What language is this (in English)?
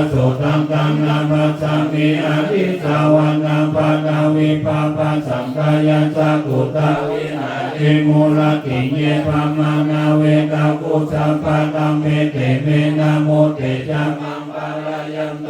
Pali